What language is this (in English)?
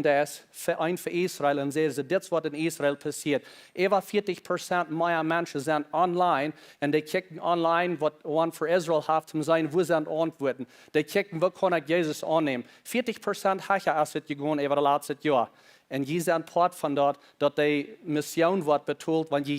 Plautdietsch